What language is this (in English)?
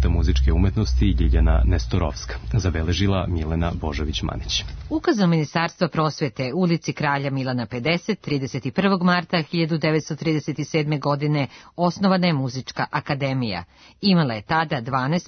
Serbian